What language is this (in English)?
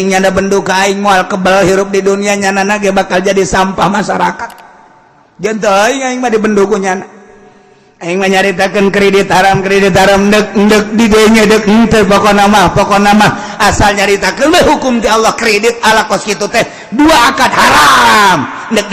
Sundanese